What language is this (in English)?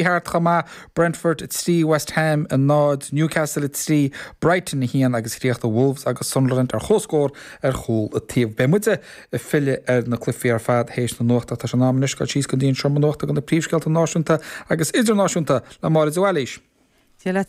Irish